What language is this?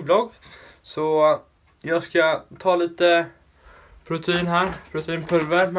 Swedish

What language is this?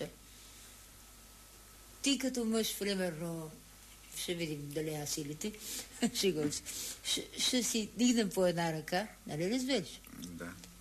Bulgarian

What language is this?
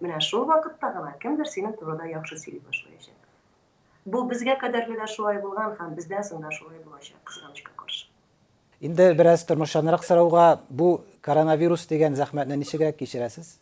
Tatar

